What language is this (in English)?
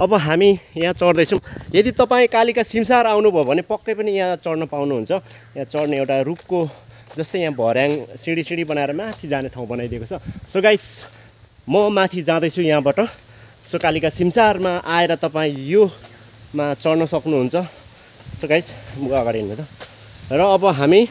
Nepali